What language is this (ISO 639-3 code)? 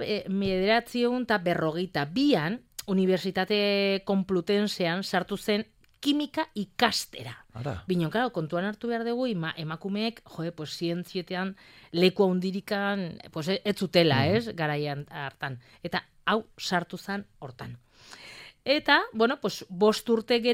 eus